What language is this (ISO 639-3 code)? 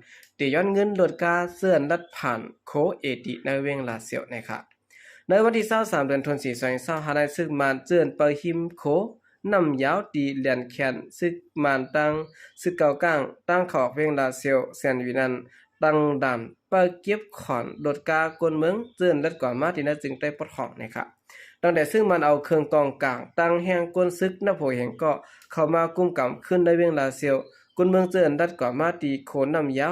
shn